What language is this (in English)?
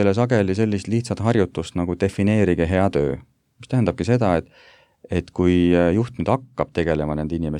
Estonian